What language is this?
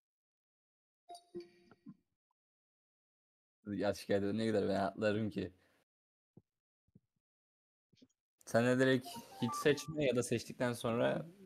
Turkish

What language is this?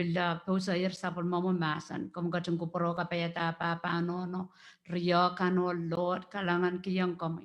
Pohnpeian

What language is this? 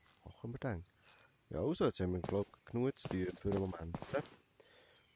Swiss German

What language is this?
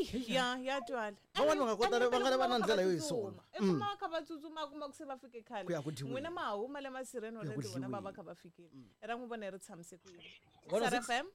Tsonga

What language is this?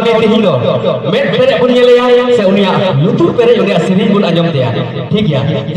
Santali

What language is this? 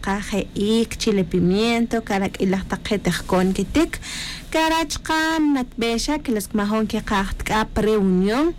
Tz'utujil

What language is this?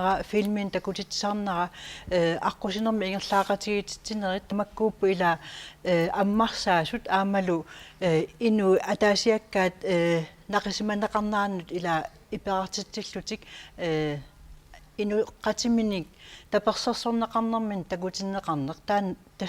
Kalaallisut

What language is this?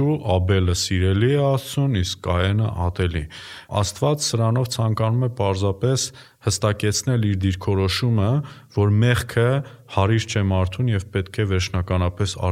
Armenian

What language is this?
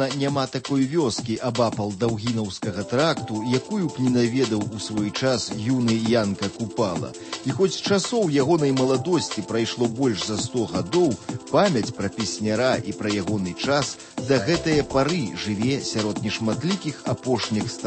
Belarusian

